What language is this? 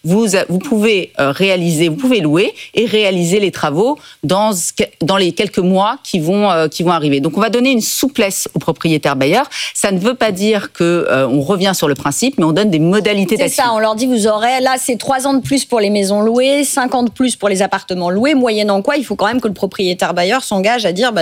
French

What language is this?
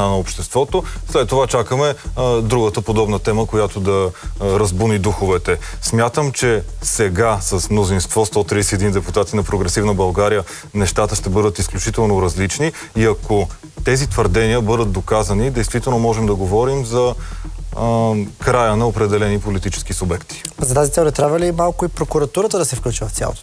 Bulgarian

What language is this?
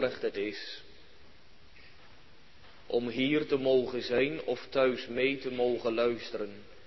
Dutch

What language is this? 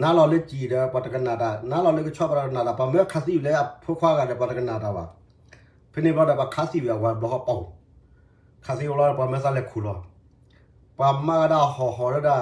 S'gaw Karen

